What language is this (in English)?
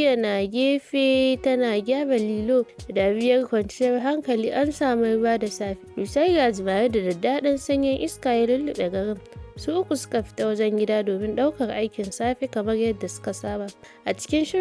Hausa